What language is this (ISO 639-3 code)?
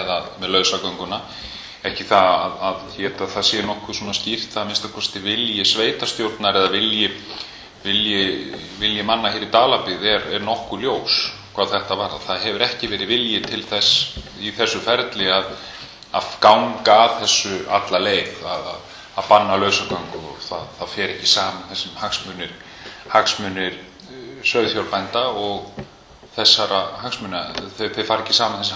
isl